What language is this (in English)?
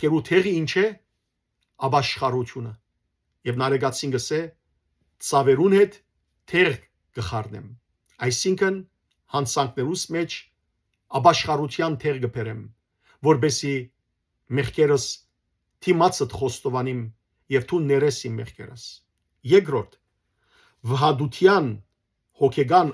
Western Armenian